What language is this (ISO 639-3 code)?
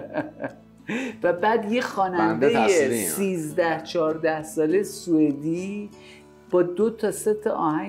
fas